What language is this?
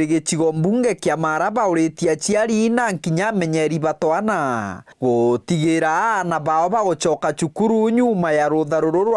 Meru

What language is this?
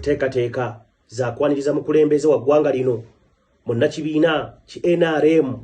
Ganda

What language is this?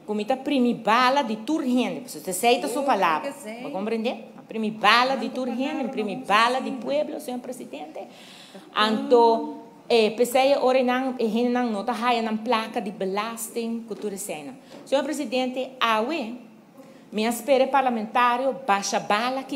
Papiamento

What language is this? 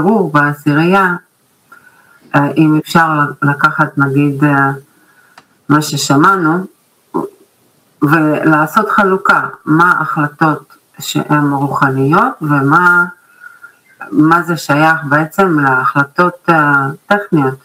Hebrew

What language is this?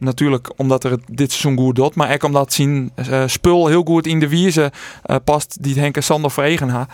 Western Frisian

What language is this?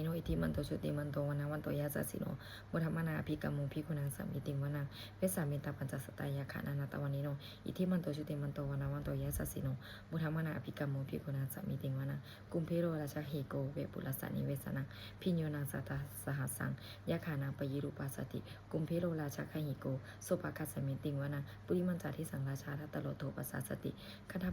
Pali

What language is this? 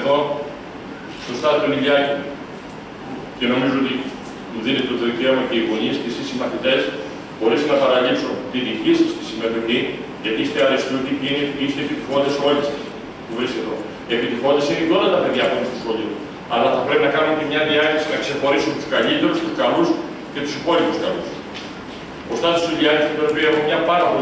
Greek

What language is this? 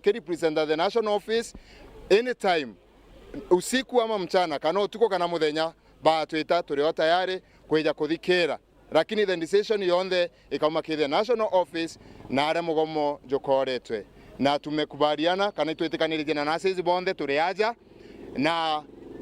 Meru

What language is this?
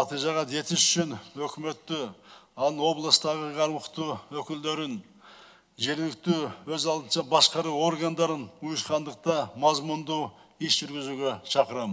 Kyrgyz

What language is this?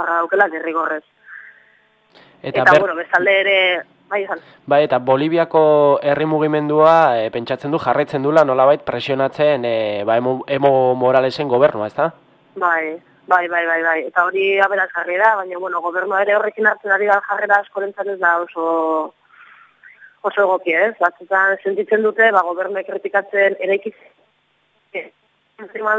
Basque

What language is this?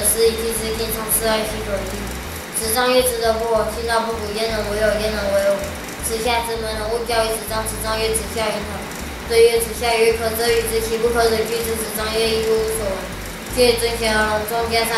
Literary Chinese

